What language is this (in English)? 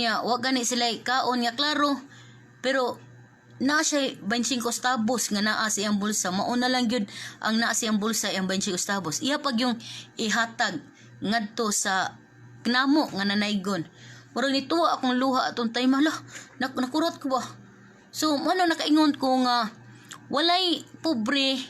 Cebuano